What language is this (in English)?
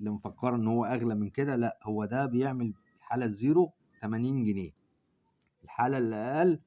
Egyptian Arabic